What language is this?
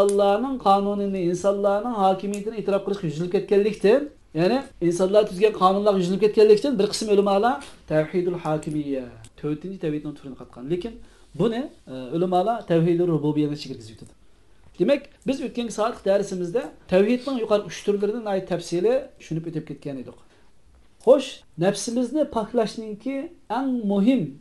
Uyghur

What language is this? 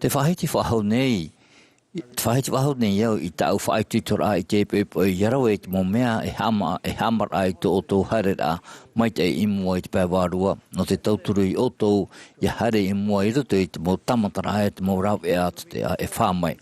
Tahitian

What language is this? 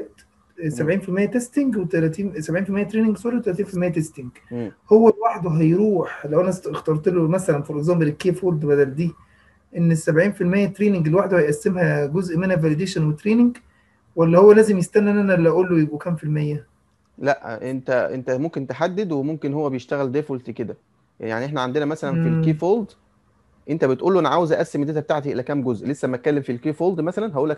Egyptian Arabic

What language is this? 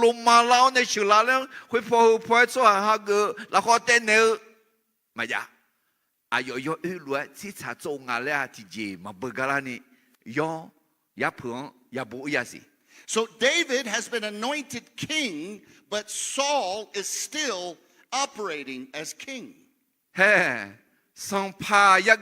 Akha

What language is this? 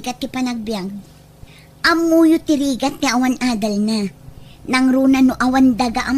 Iloko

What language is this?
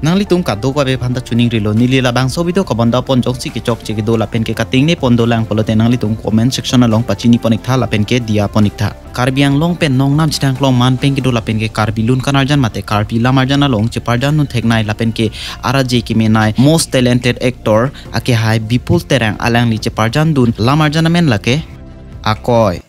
Karbi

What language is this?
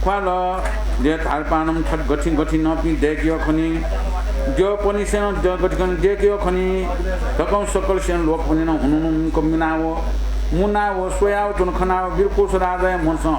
Newari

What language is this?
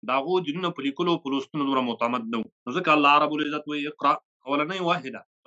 Pashto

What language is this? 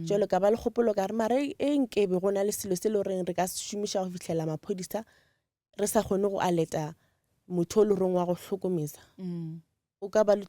Northern Sotho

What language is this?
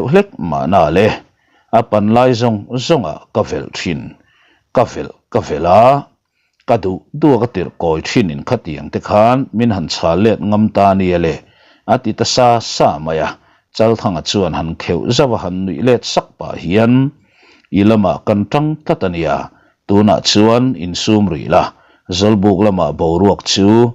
Mizo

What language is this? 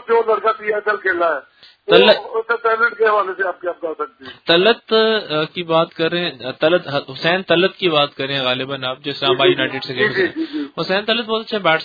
Urdu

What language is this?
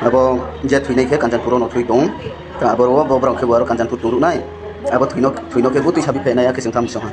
Kok Borok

